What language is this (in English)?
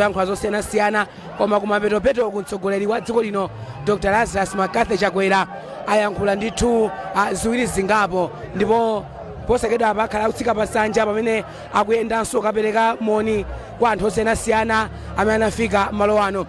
Nyanja